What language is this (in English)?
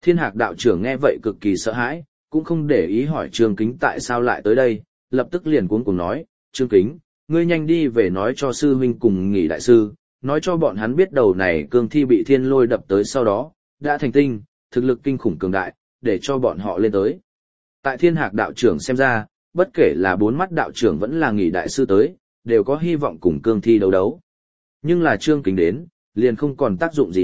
Vietnamese